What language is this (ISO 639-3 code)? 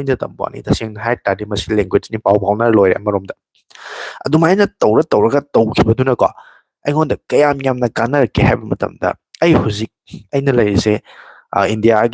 mni